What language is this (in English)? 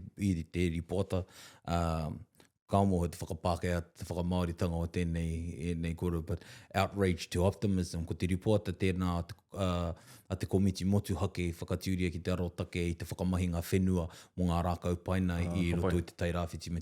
Māori